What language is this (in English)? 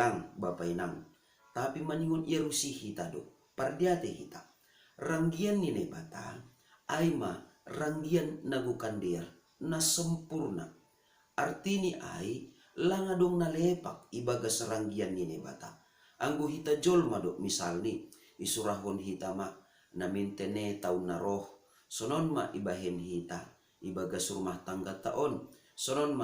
Batak Simalungun